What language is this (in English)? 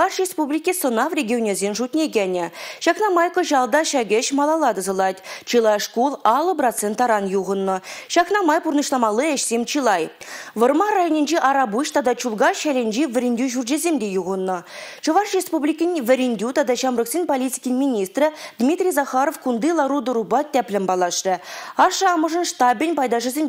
Chuvash